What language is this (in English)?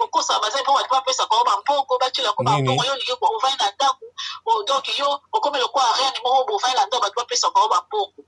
Lingala